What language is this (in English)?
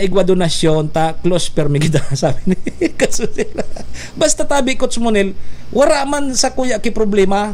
Bikol